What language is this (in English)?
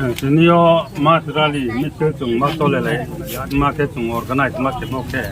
Riang (India)